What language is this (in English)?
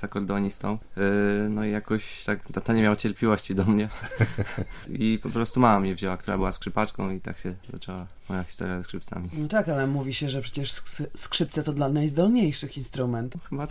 Polish